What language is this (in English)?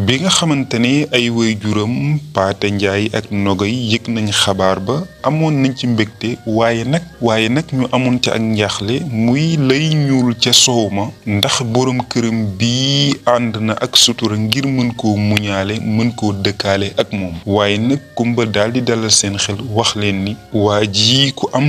Wolof